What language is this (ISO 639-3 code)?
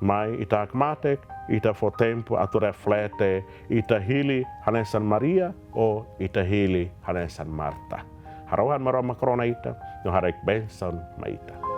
tet